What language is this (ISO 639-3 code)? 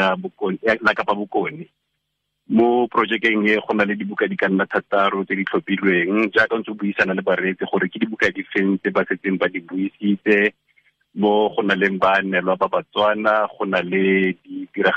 tsn